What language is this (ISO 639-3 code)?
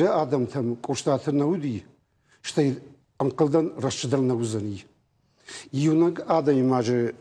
oss